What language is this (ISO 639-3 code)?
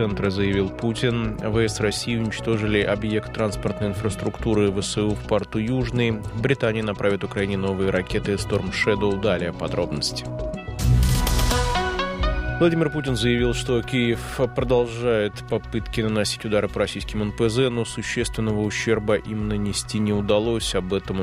rus